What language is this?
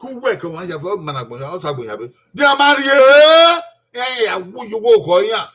Bini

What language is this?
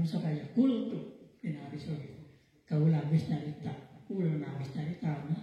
Sundanese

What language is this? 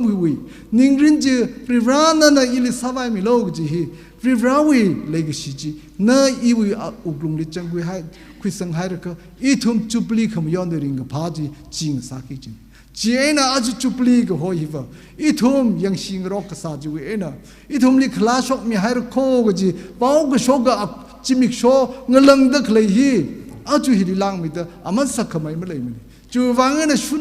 Tangkhul Naga (India)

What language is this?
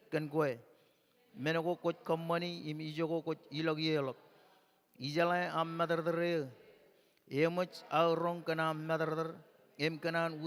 Marshallese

